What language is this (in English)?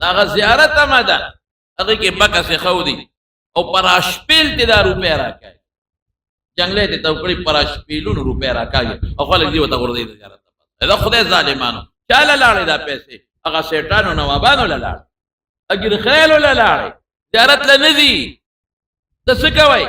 Pashto